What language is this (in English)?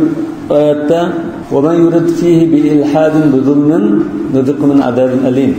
Uyghur